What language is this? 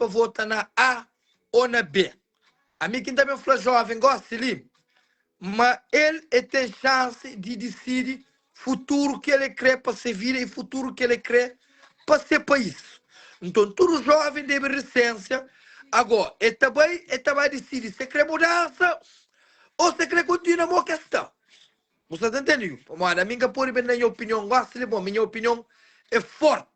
Kabuverdianu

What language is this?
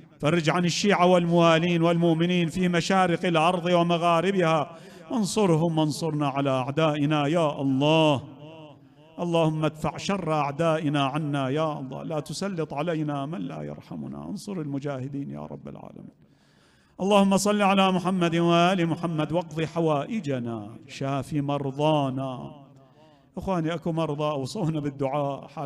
Mesopotamian Arabic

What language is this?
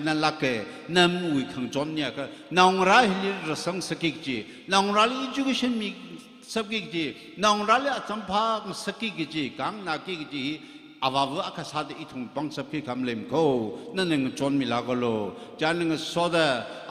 Tangkhul Naga (India)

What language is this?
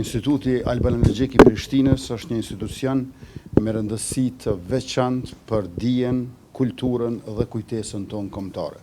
Albanian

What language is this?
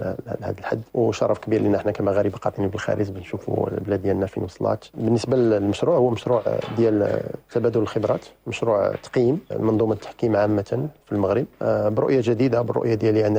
Moroccan Arabic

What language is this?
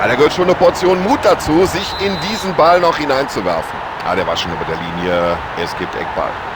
Bavarian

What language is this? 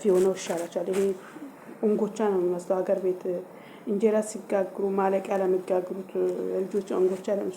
Amharic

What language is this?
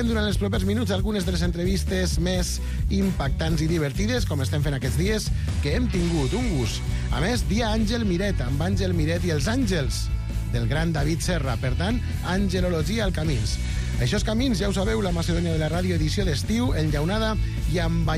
Catalan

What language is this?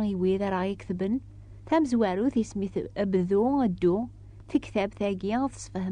Kabyle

